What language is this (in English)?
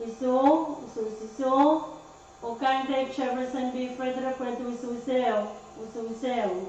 Pohnpeian